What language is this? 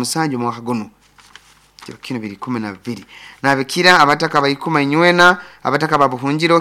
Nyoro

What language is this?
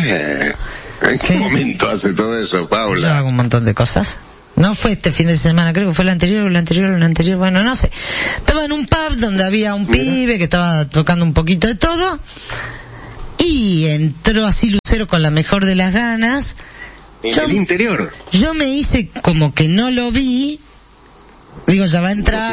Spanish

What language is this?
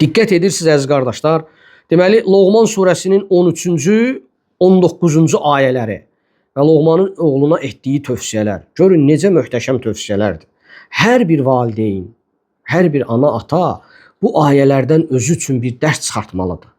Azerbaijani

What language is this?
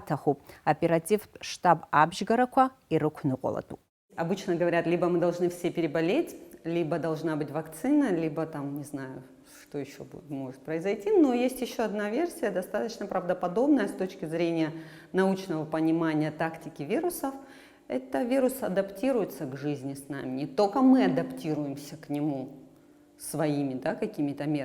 Abkhazian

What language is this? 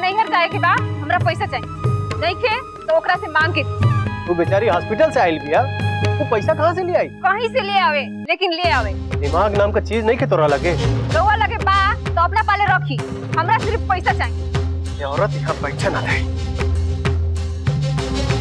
Bhojpuri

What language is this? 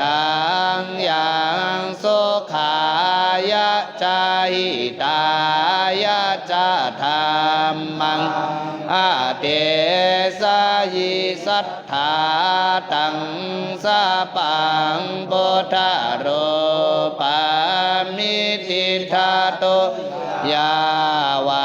Pali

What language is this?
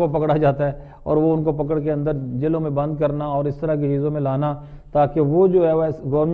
Urdu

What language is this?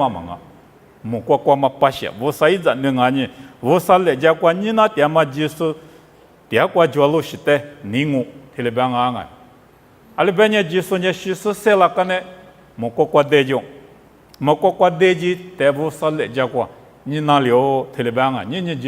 Lisu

